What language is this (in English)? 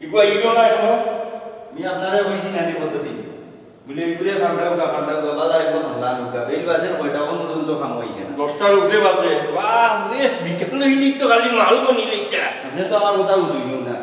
Sylheti